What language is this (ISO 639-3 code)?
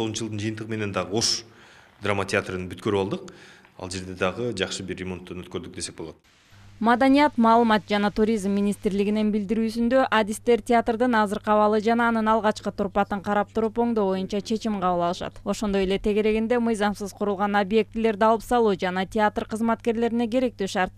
kir